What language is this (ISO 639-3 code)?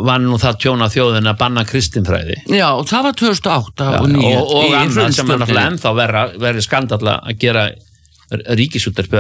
isl